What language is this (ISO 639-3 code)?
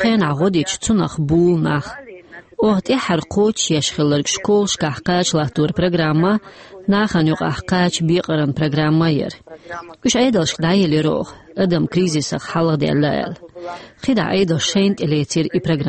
che